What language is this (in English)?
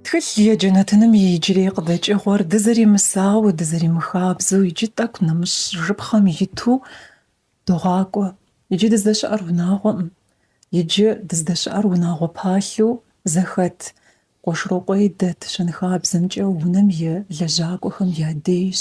Kabardian